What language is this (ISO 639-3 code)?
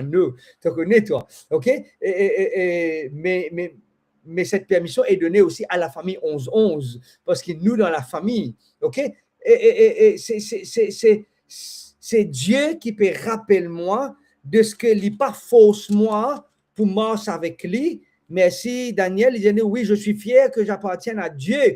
mfe